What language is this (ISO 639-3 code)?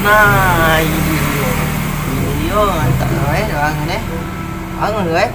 mui